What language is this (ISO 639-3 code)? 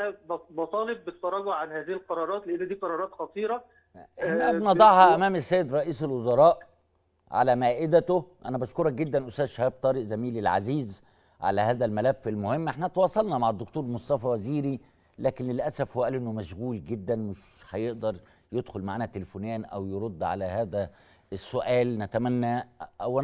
arz